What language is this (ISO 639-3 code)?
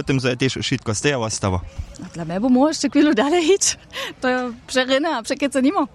hsb